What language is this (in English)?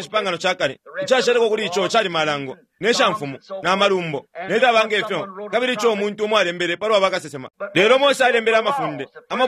Bemba